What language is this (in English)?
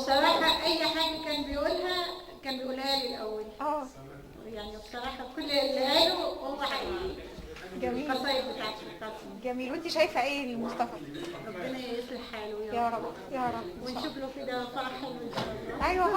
Egyptian Arabic